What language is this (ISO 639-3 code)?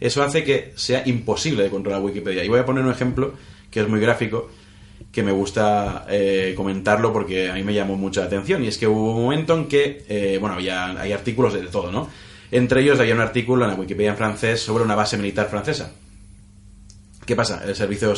spa